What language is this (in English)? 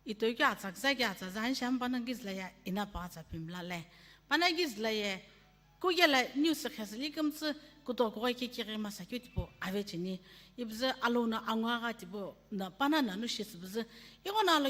Sumi Naga